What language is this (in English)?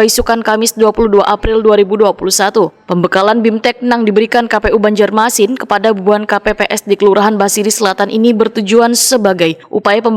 Banjar